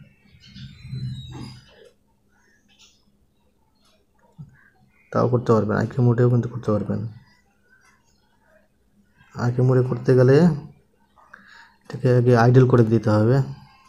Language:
Bangla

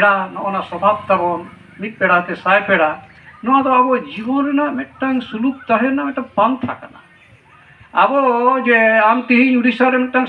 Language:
Santali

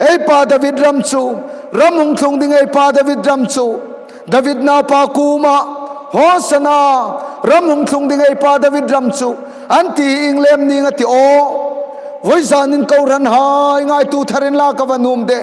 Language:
Hmar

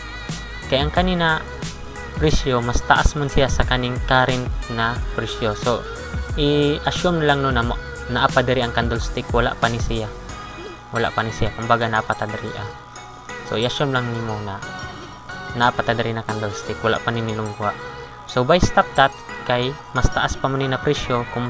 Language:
Cebuano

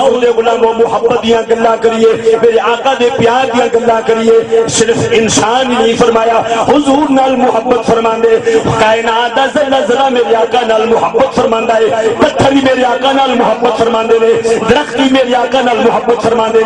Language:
Saraiki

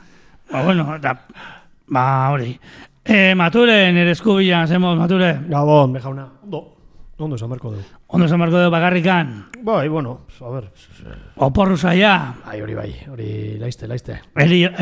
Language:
Basque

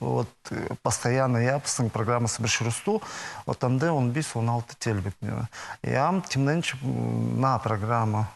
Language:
Khakas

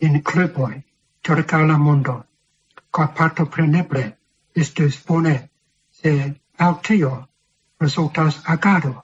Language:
Esperanto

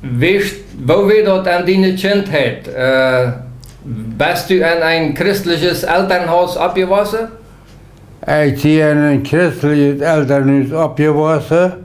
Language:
Plautdietsch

